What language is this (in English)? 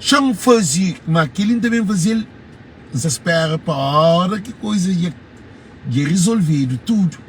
Kabuverdianu